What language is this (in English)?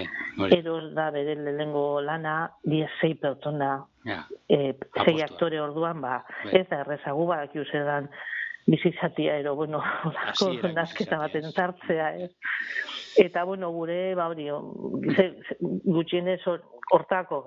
Basque